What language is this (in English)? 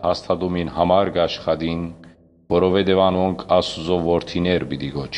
Western Armenian